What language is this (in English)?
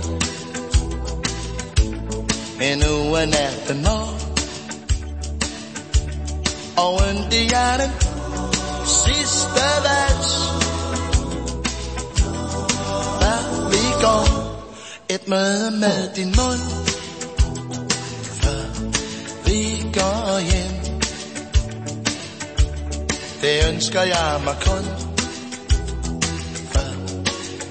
Danish